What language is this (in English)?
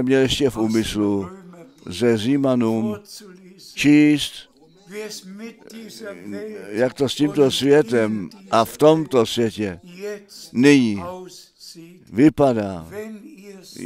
Czech